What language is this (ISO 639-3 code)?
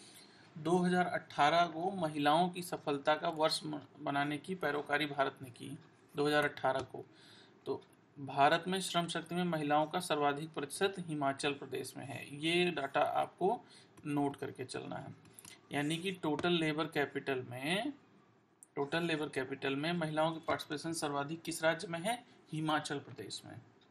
hin